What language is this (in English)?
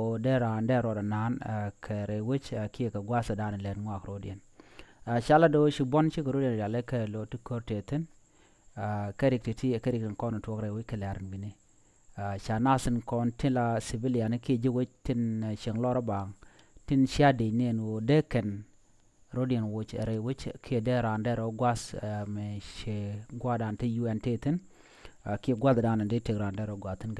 Nuer